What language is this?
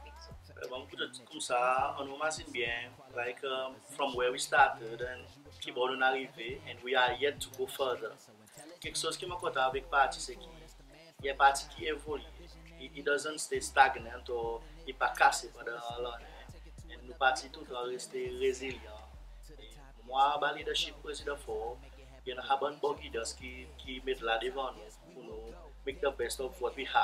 Seselwa Creole French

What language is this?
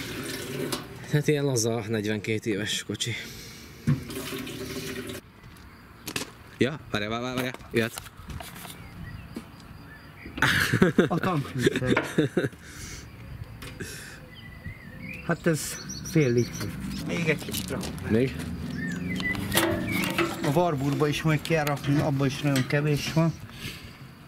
Hungarian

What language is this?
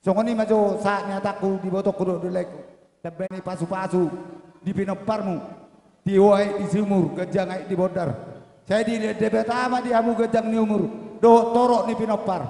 Batak Toba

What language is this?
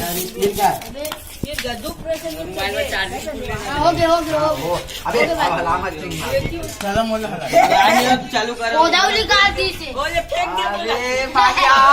Chhattisgarhi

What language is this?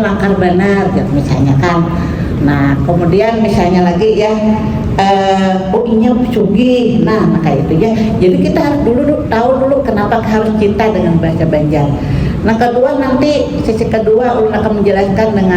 Banjar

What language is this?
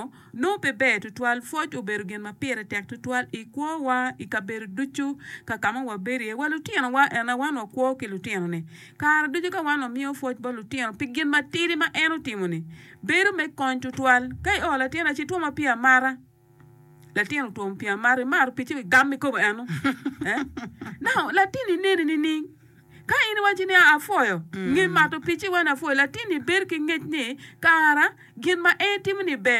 Acoli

